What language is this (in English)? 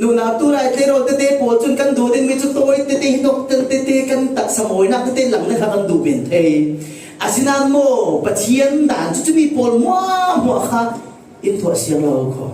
Falam Chin